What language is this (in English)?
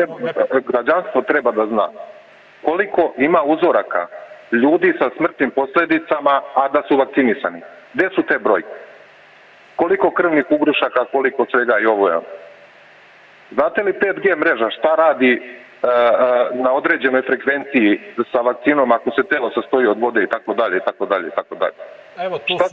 Serbian